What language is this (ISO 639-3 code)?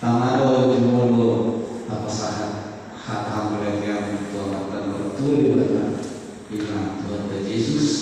bbc